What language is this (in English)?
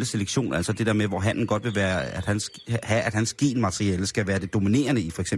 Danish